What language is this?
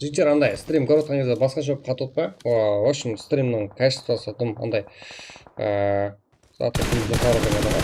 Kara-Kalpak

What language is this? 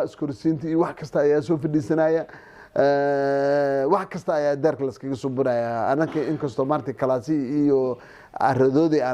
Somali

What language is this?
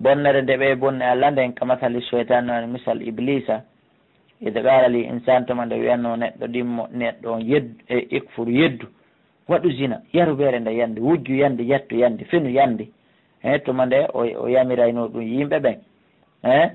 Pular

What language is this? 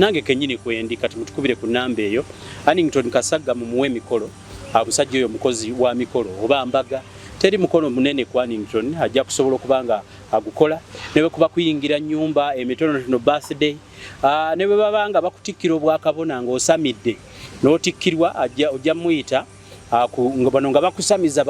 Ganda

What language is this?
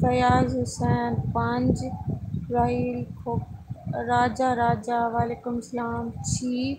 Saraiki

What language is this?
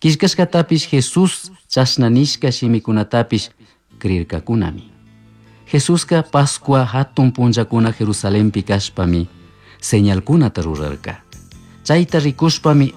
Chimborazo Highland Quichua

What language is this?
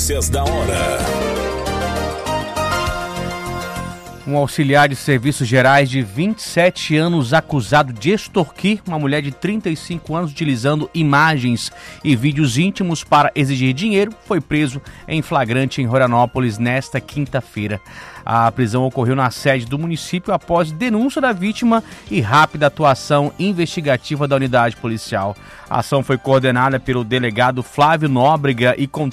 Portuguese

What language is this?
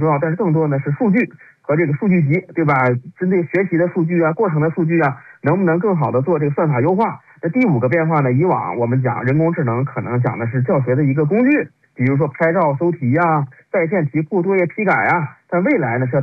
Chinese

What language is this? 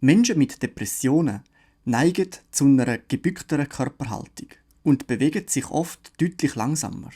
Swiss German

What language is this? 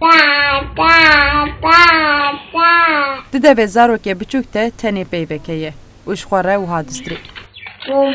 Kurdish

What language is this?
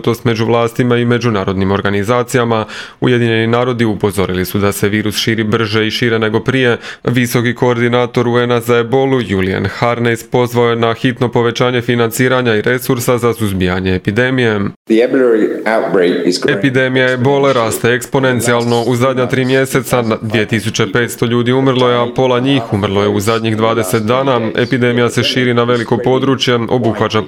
Croatian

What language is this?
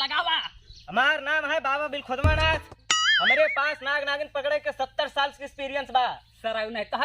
Awadhi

